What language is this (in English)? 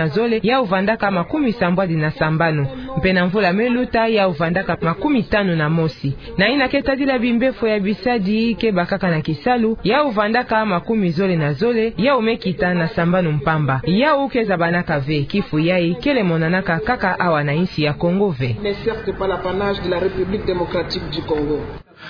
Kituba (Democratic Republic of Congo)